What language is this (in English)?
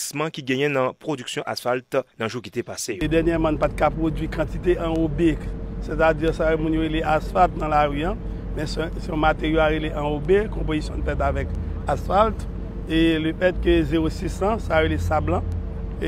Haitian Creole